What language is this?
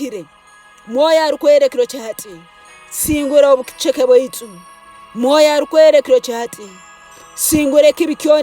Tooro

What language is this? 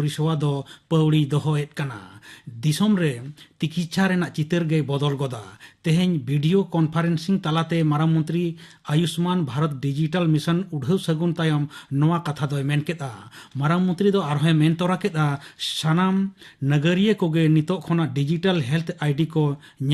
Santali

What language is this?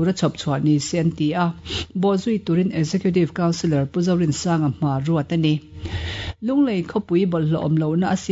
Mizo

